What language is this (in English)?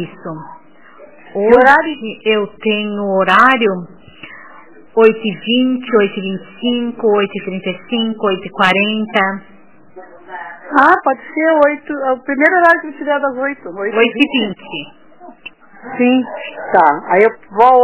Portuguese